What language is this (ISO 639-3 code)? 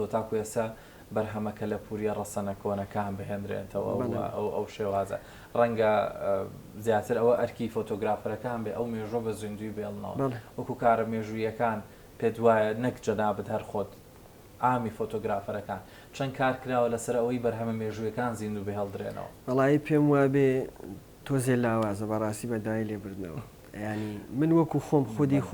ckb